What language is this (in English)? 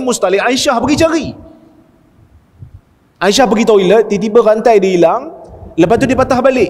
Malay